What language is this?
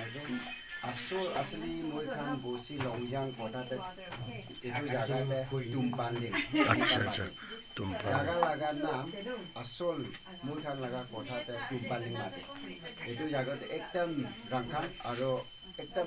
Naga Pidgin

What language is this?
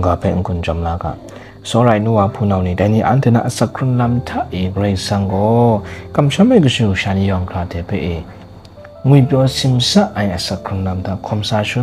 Kachin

